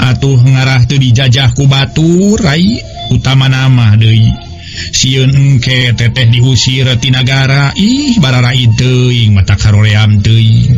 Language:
Sundanese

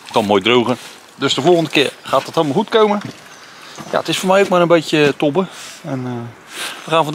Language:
Dutch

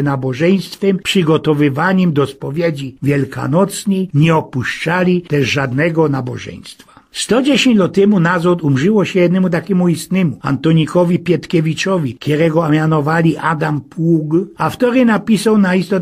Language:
Silesian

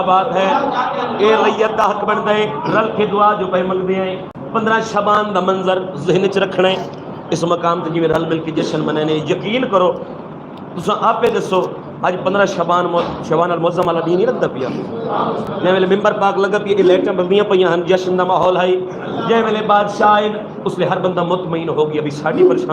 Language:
Saraiki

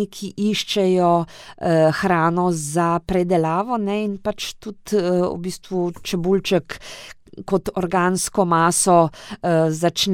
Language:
Slovenian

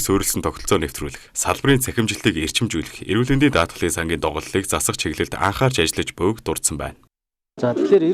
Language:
Mongolian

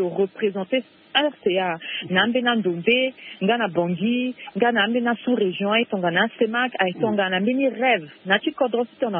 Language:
Sango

